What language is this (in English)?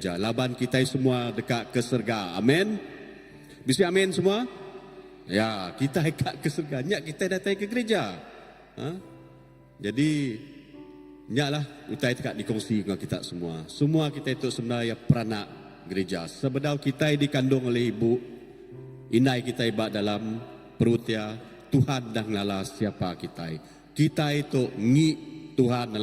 Iban